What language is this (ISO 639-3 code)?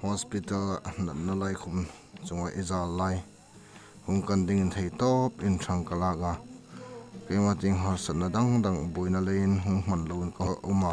hmr